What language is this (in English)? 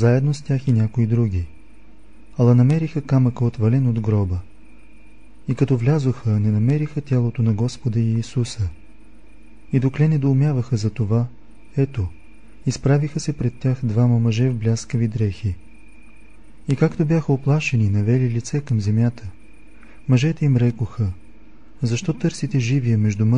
Bulgarian